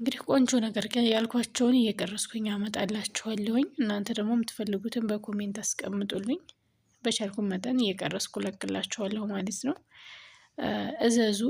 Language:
Amharic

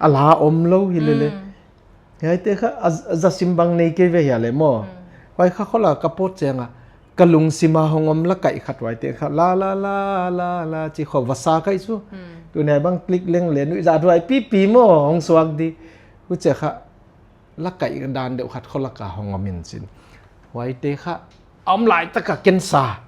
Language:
Tedim Chin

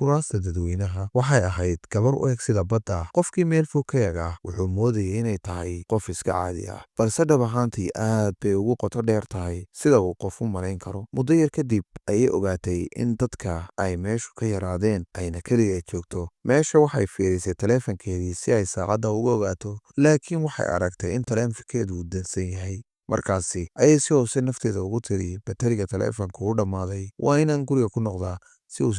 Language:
Somali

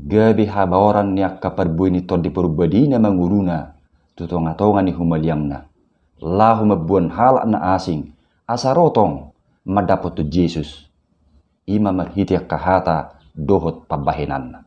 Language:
Batak Toba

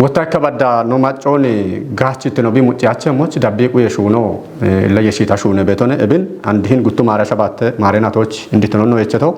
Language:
Kafa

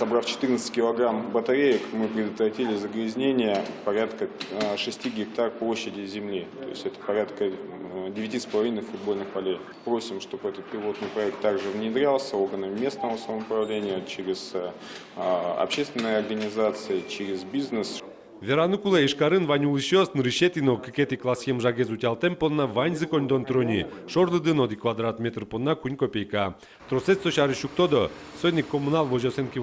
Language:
Udmurt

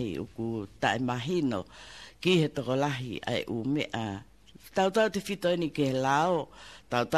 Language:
Tongan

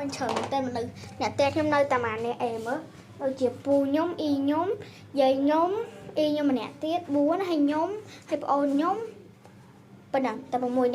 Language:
Khmer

